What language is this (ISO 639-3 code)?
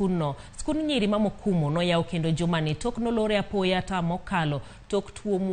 luo